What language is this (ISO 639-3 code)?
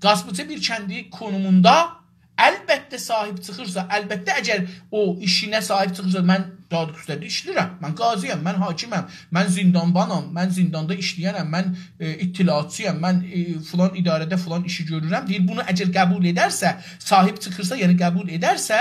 azb